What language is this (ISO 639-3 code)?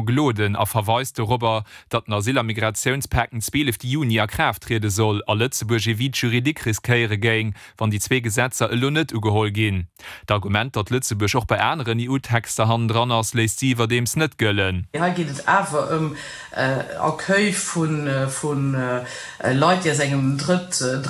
ltz